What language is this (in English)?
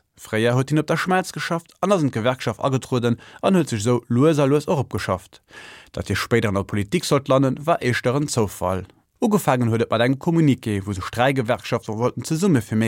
Luxembourgish